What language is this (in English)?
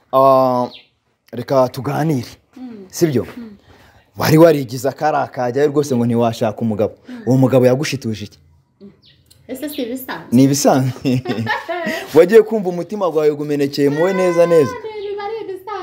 Kinyarwanda